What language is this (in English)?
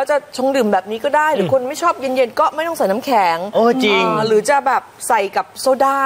Thai